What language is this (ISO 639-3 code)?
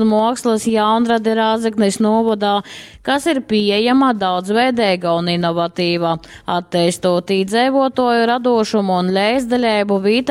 ltg